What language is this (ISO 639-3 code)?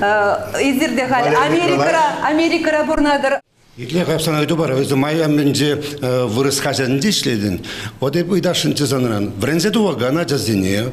chv